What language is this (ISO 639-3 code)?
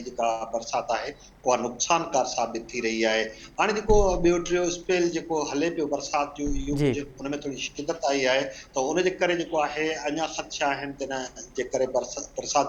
snd